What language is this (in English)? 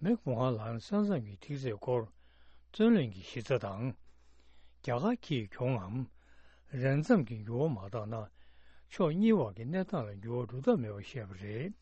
Tibetan